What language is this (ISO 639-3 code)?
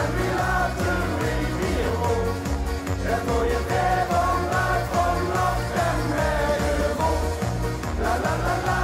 lim